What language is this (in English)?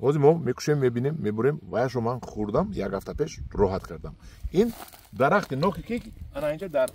Tajik